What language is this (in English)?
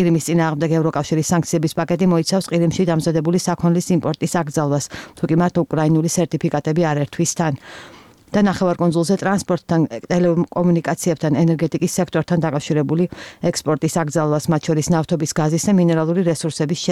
Georgian